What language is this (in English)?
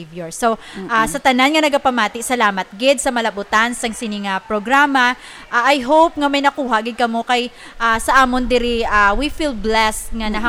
Hiligaynon